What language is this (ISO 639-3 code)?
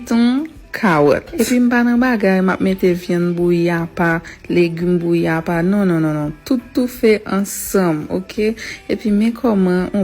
hat